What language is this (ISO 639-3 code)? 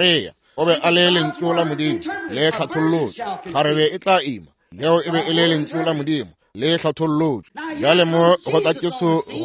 nso